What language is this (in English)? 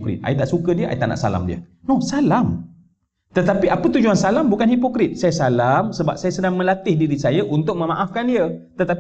Malay